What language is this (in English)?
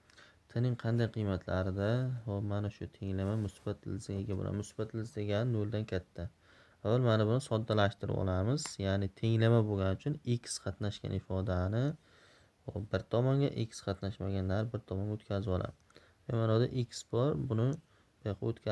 Uzbek